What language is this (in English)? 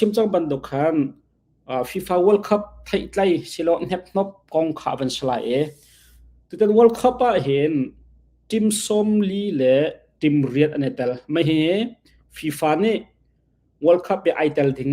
Hakha Chin